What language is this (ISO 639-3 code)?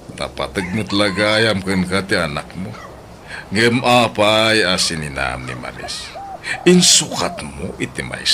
ilo